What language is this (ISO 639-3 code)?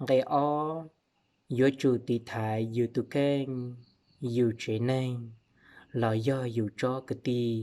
hmn